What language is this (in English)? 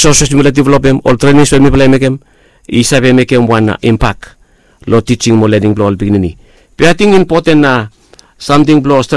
Bislama